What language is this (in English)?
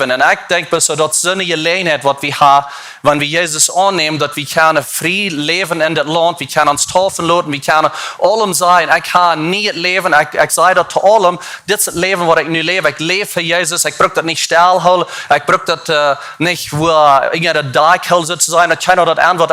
Plautdietsch